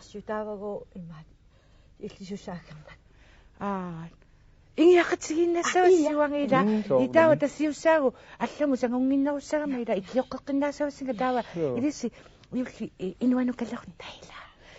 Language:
Kalaallisut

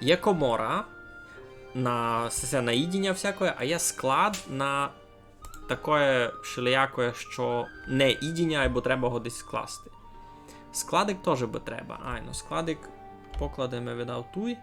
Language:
Rusyn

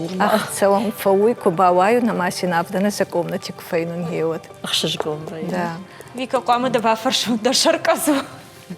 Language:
Ossetic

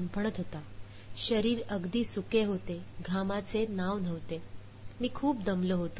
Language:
Marathi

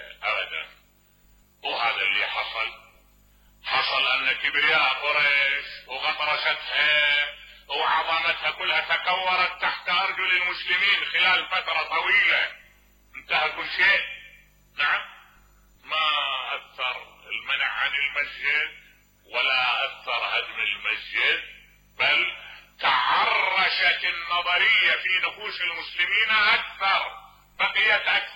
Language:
Mesopotamian Arabic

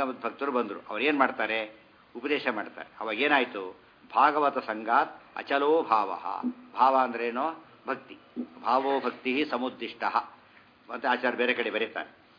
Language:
Kannada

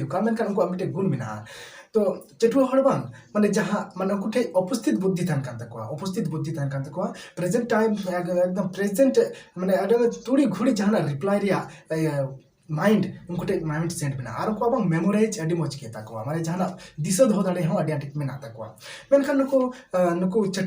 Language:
Santali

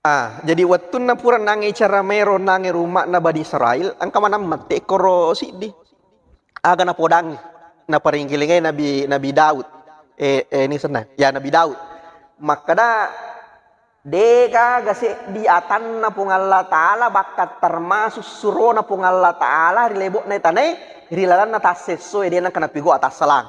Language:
Buginese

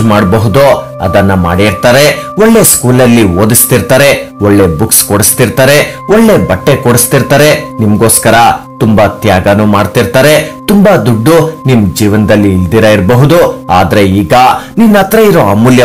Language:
Kannada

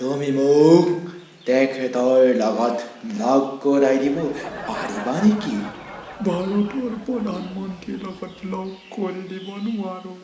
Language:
Assamese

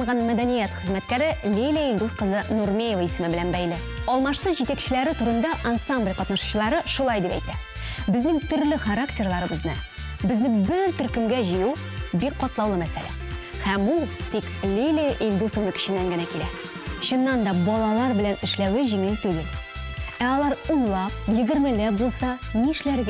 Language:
Tatar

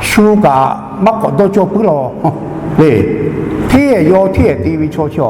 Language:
Lahu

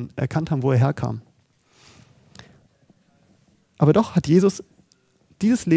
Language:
German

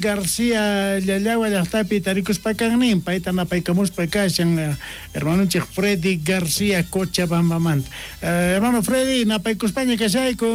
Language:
South Bolivian Quechua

